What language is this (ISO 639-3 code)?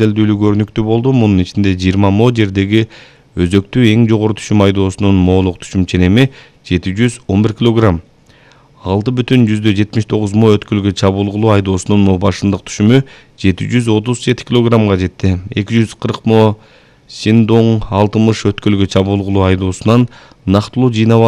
kir